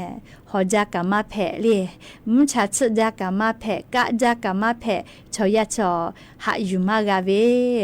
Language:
Lahu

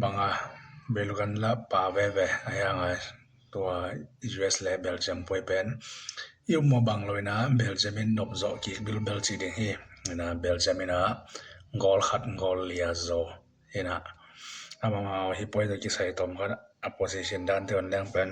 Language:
Tedim Chin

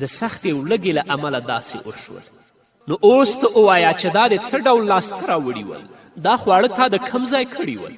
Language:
Pashto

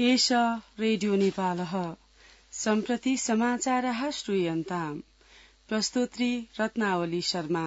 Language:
Sanskrit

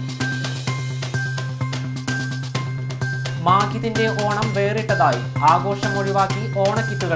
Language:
Malayalam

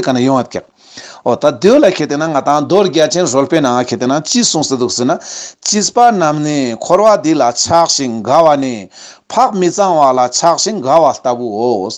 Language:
Ladakhi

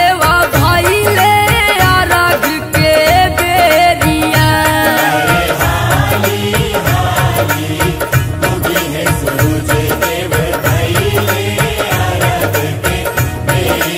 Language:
Bhojpuri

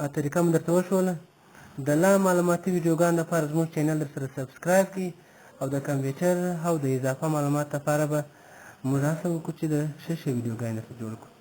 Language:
Pashto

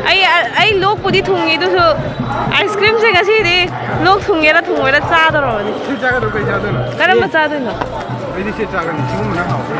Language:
Manipuri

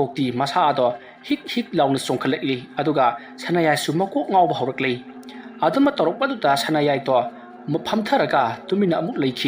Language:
Manipuri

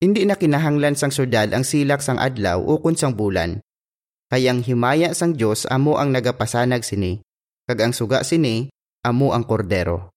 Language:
Hiligaynon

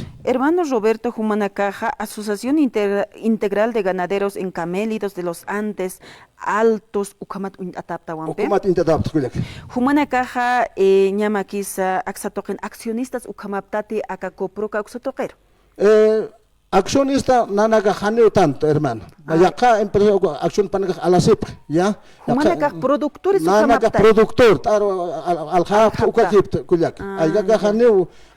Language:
Aymara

